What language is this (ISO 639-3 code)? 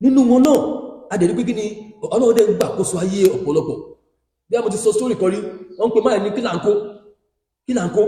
yor